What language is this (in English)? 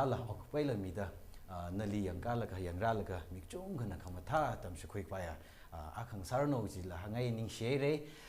Tangkhul Naga (India)